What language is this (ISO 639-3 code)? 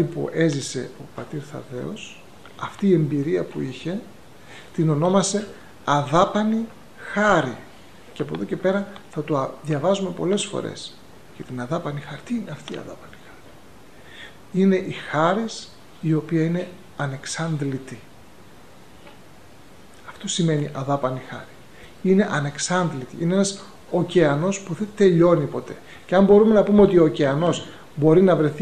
ell